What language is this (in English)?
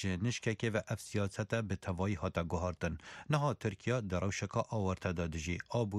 Kurdish